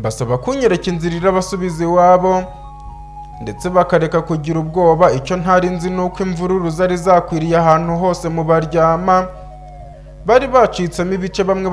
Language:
Kinyarwanda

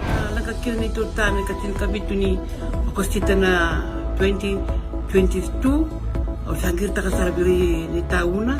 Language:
Fijian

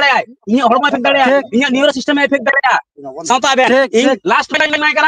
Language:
Santali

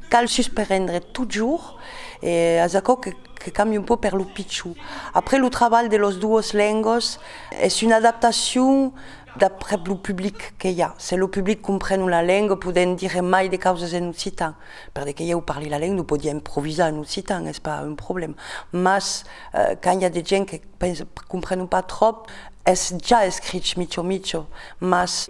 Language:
Occitan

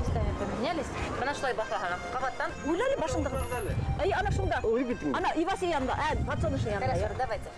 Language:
Bashkir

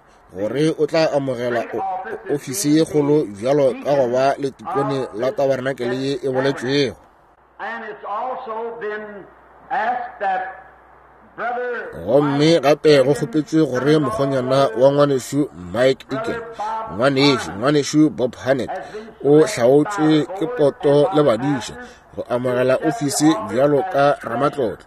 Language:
Northern Sotho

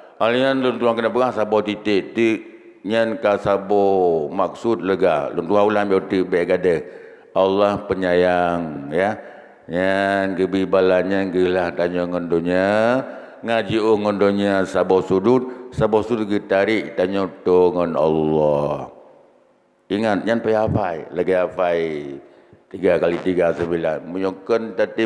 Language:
Achinese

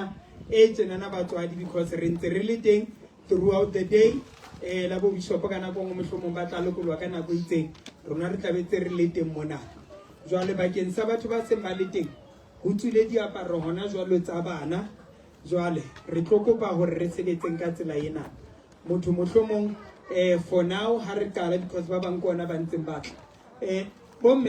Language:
Southern Sotho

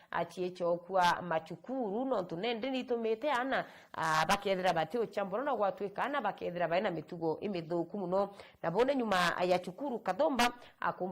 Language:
Meru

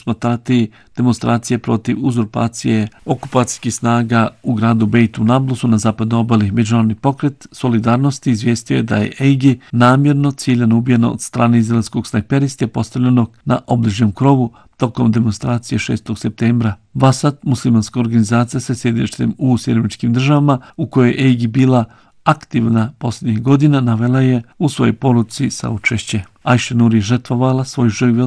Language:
Bosnian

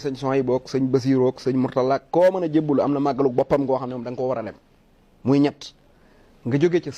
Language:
Wolof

